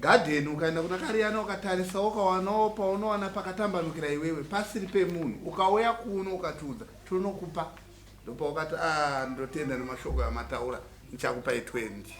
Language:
Shona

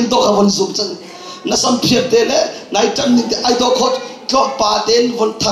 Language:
Hakha Chin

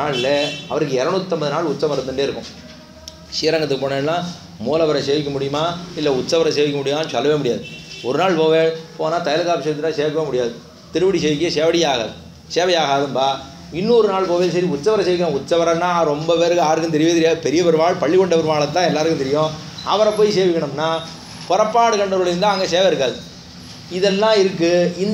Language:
Tamil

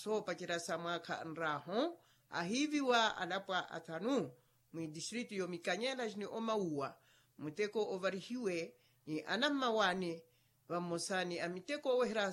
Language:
Makhuwa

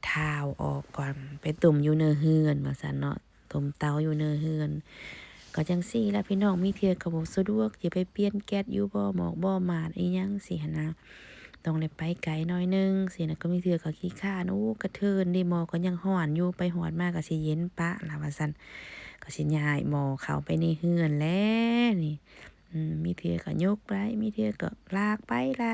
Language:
Lao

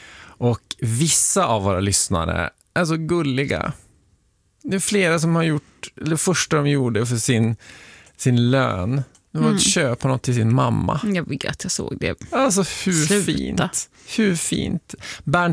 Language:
Swedish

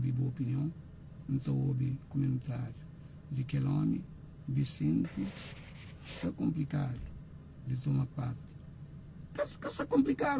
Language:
Kabuverdianu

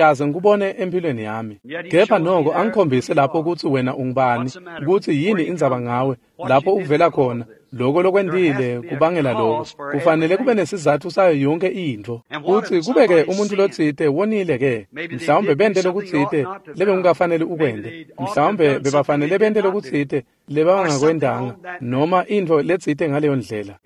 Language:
Swati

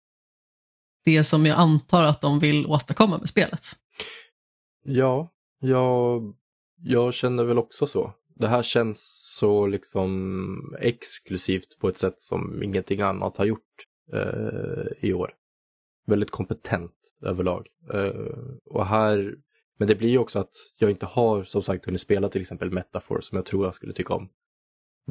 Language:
Swedish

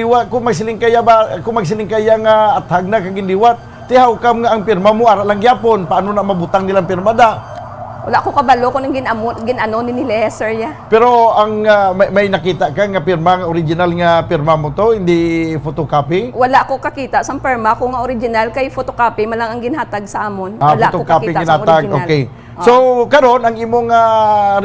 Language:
Hiligaynon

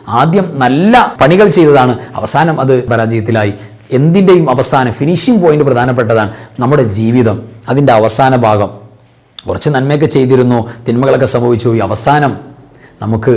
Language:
Malayalam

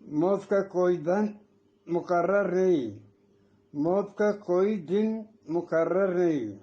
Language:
Eastern Balochi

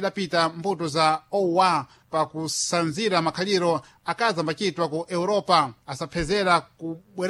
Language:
Sena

